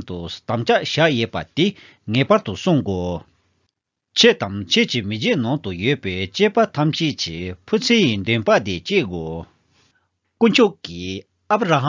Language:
Tibetan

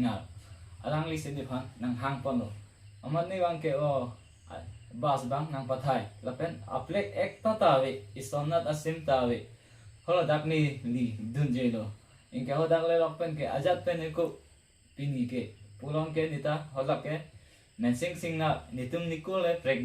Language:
Karbi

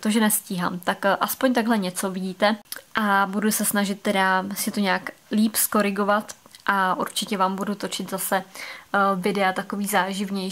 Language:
Czech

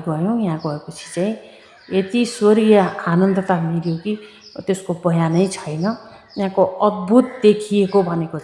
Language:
Nepali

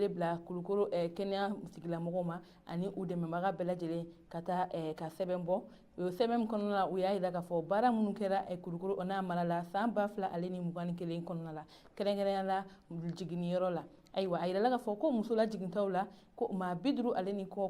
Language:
Bambara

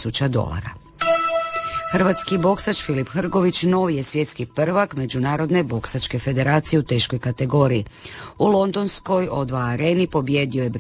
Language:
Croatian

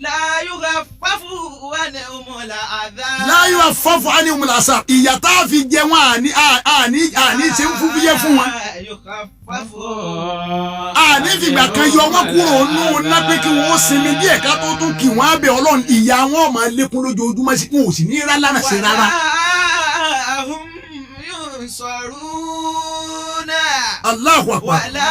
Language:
Yoruba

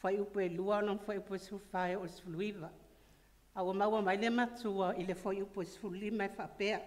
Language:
Samoan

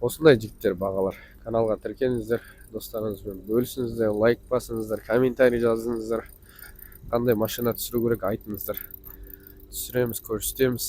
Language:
Kazakh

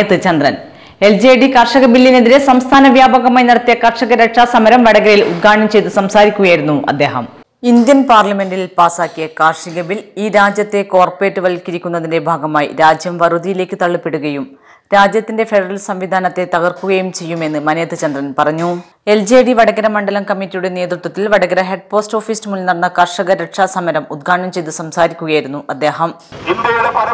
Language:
Malayalam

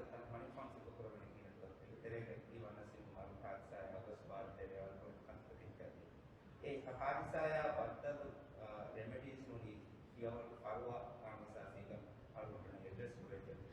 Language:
Divehi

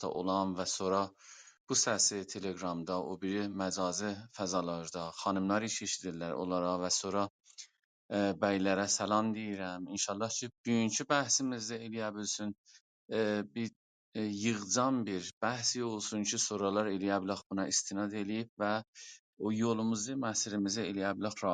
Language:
South Azerbaijani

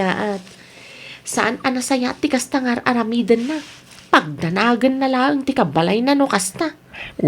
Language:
Iloko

